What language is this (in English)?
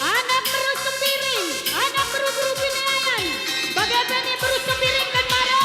Batak Karo